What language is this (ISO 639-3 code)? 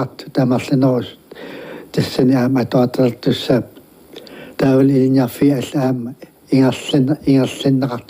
kal